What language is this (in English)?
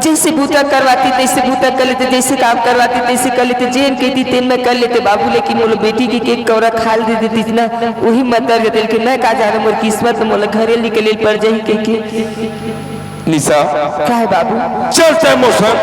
Chhattisgarhi